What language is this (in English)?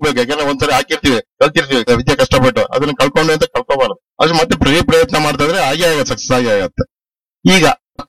Kannada